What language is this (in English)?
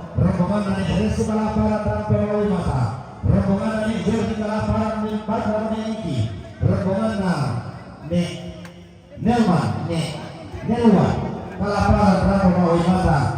Toraja-Sa'dan